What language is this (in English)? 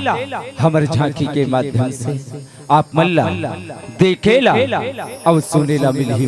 Chhattisgarhi